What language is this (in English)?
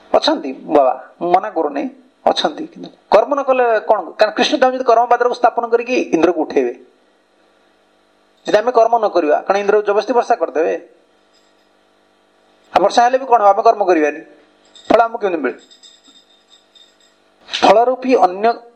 Odia